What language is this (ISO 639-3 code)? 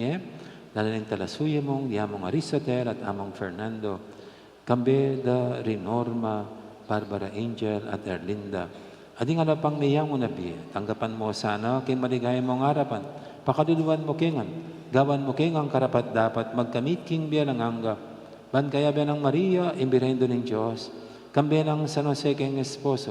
pam